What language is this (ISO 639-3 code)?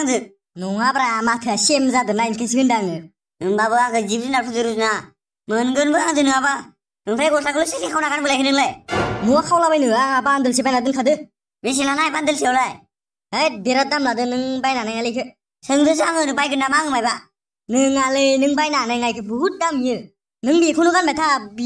brx